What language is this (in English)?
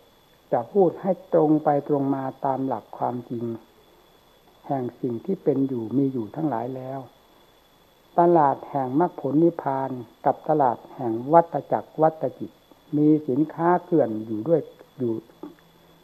Thai